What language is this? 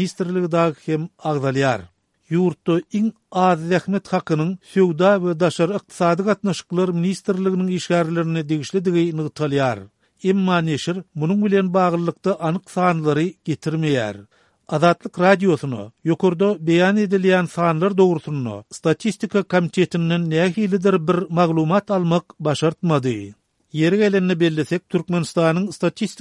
Turkmen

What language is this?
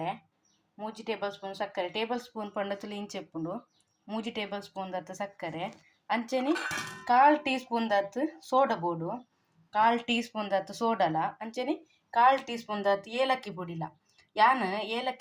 Tulu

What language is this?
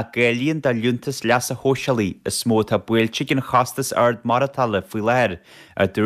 Irish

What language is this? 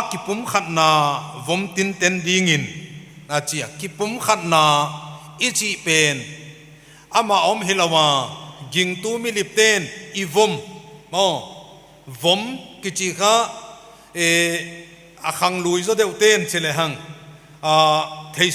Paite Chin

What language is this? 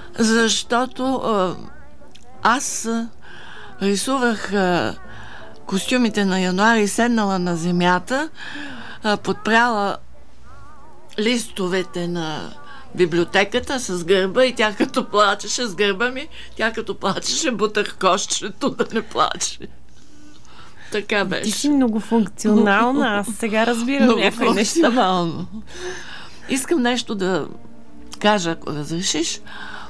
Bulgarian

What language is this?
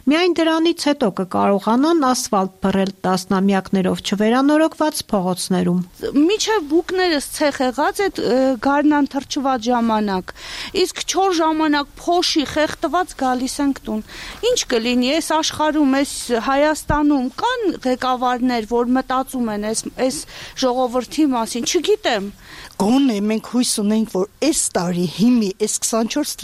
Armenian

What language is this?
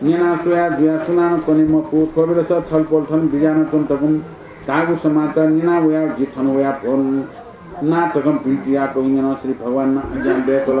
Newari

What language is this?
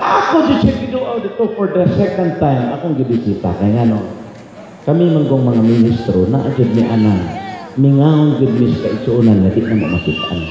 Cebuano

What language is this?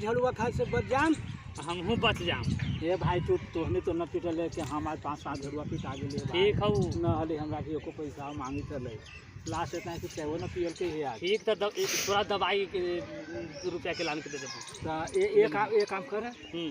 Magahi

